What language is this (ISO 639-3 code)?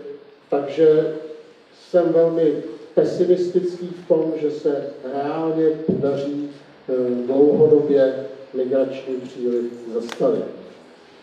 ces